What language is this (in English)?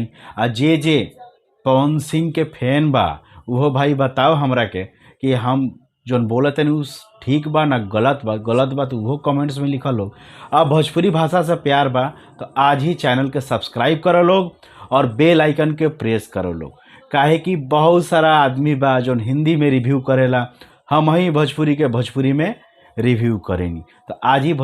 Bhojpuri